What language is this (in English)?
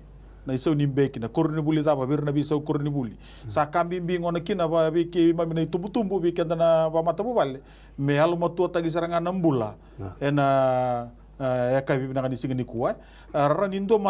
Fijian